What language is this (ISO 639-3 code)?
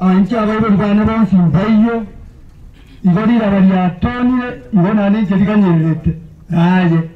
guz